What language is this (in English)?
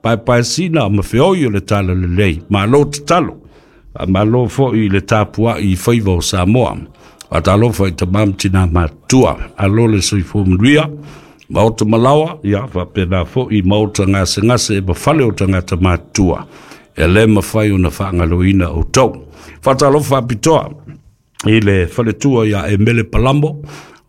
Samoan